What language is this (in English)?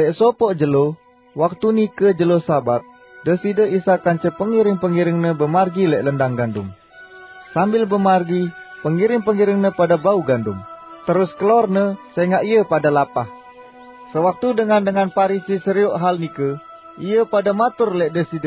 Sasak